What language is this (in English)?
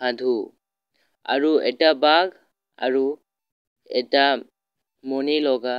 Assamese